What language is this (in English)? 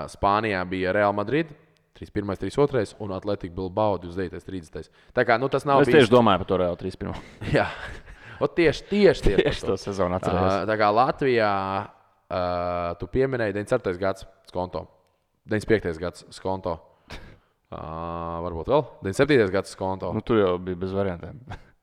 Latvian